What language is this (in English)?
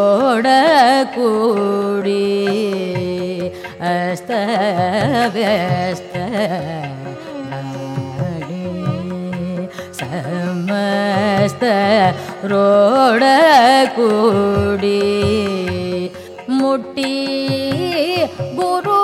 Kannada